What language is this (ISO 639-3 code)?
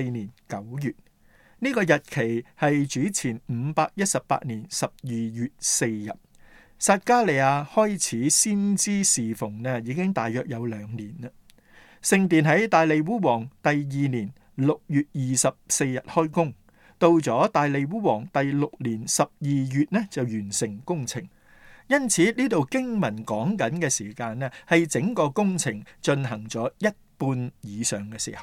yue